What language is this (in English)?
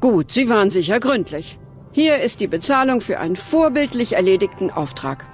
Bavarian